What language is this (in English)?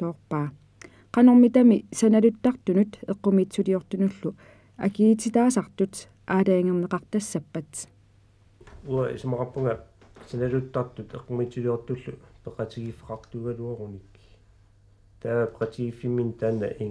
Kalaallisut